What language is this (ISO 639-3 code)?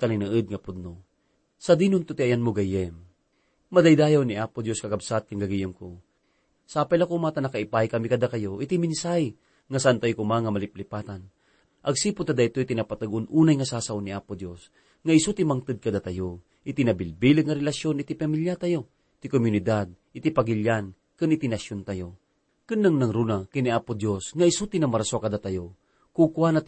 ilo